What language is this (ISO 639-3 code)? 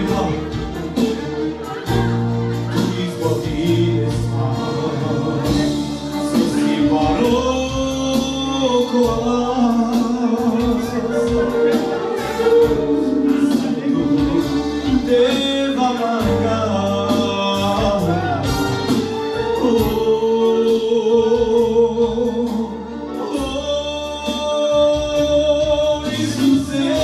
bul